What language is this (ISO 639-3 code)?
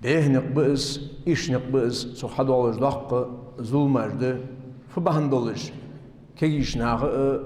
inh